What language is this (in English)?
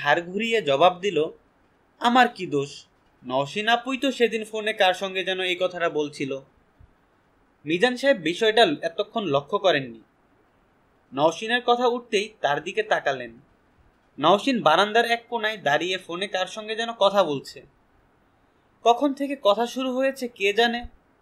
Bangla